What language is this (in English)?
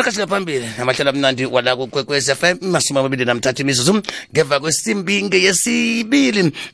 South Ndebele